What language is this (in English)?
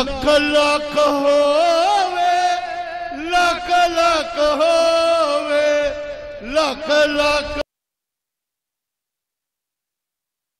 Punjabi